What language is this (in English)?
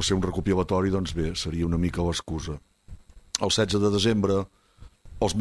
Catalan